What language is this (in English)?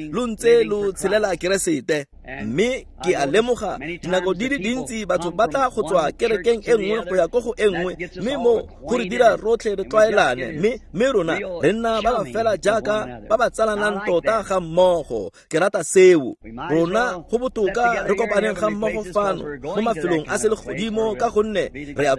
Tswana